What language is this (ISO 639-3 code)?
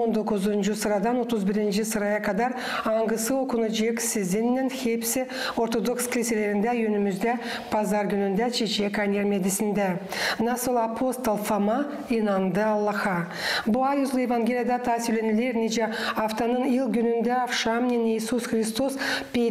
gag